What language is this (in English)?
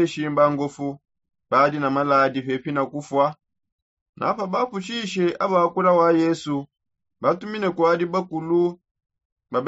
Songe